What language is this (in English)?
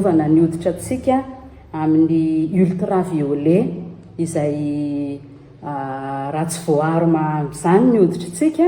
Malagasy